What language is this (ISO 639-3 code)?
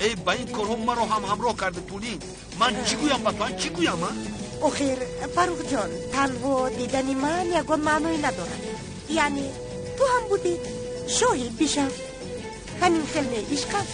tgk